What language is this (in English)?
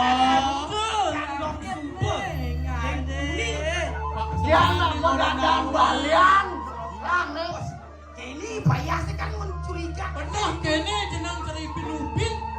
Balinese